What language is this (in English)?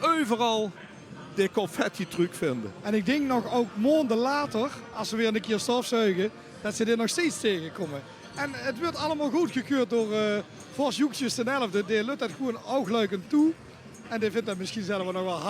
Limburgish